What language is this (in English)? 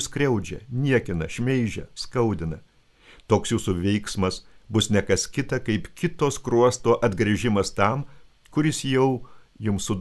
Lithuanian